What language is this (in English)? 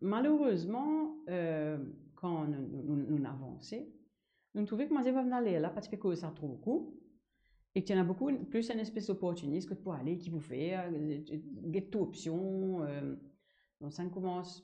Morisyen